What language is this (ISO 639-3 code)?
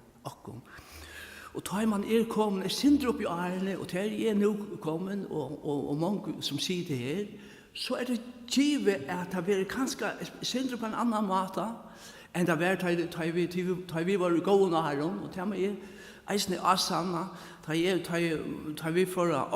fao